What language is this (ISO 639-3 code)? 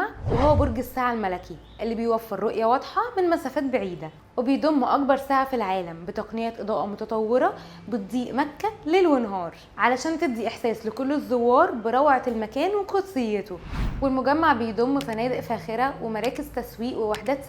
arz